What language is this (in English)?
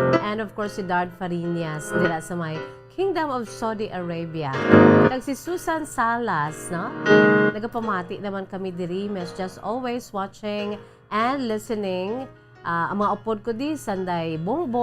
Hiligaynon